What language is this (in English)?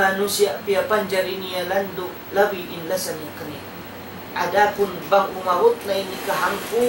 Tausug